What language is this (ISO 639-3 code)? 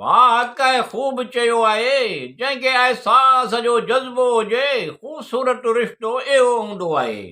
snd